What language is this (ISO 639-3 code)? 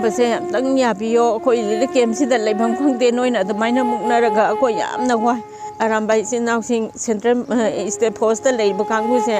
mni